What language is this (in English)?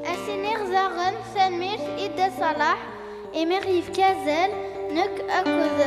Kabyle